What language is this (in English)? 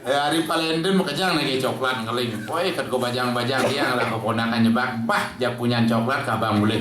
Balinese